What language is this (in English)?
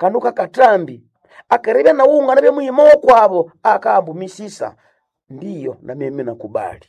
Nande